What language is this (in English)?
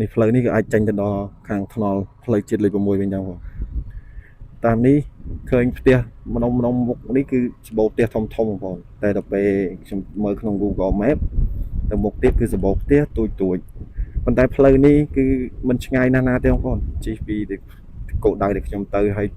Khmer